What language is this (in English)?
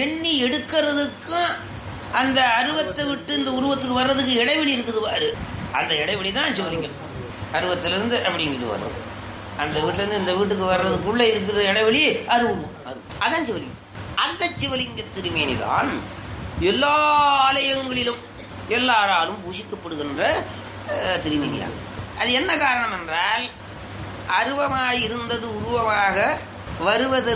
Tamil